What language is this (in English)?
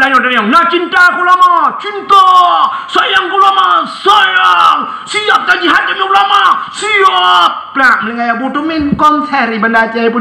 Achinese